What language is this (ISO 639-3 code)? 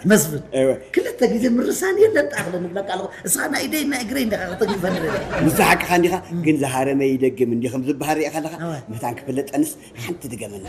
tir